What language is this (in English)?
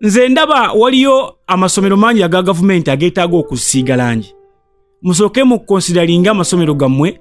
Ganda